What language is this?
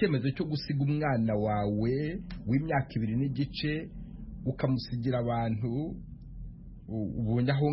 Kinyarwanda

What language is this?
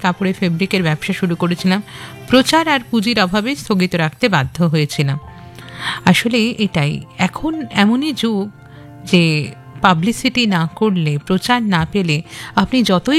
Bangla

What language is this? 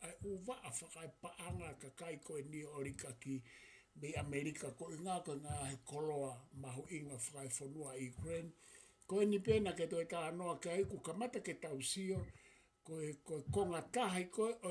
Tongan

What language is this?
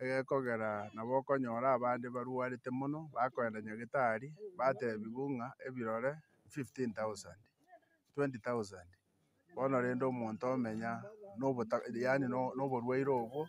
Gusii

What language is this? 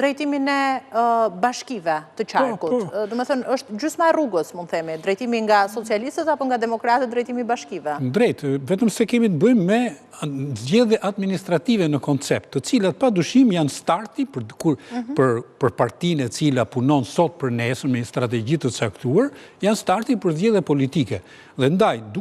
Albanian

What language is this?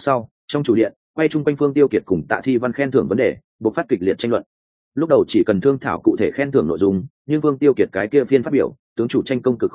Vietnamese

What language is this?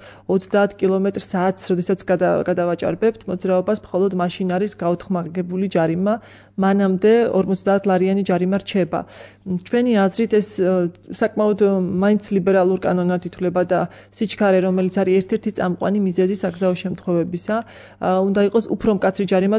Georgian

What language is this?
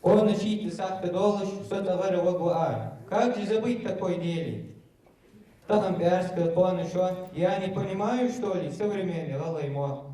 Ingush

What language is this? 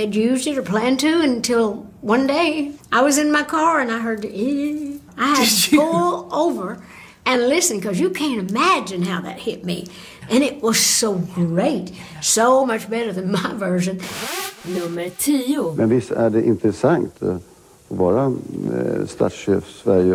Swedish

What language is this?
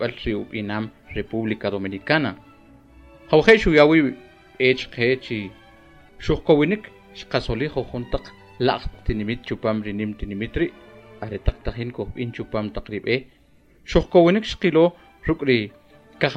Kʼicheʼ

